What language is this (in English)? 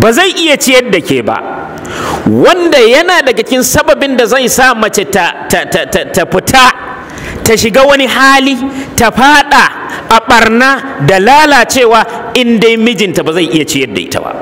Hausa